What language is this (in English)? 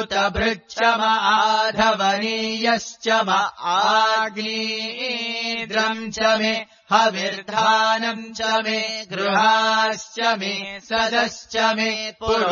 Sanskrit